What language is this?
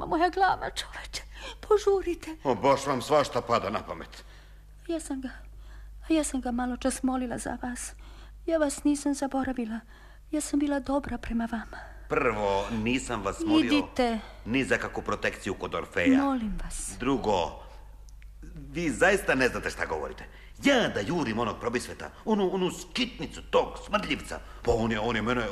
Serbian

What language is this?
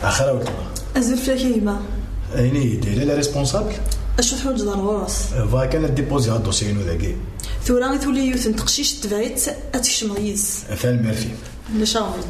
Kabyle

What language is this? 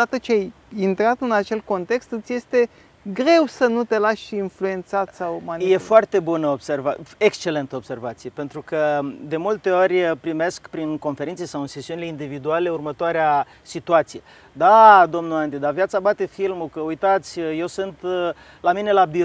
Romanian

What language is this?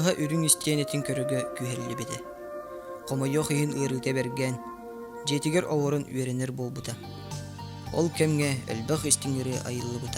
Yakut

